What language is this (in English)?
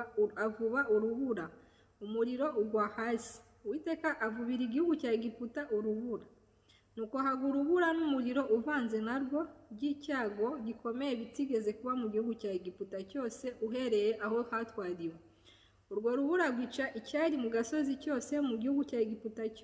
Kinyarwanda